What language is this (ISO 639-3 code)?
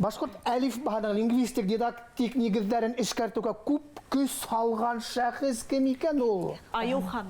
bak